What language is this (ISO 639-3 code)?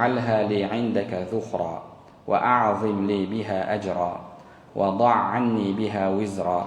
kaz